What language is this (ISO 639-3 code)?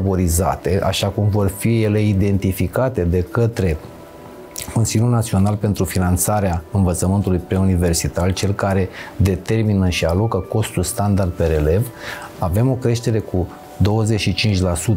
ron